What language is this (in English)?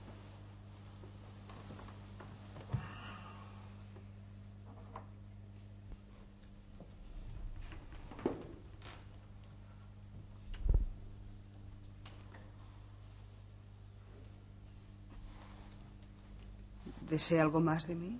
Spanish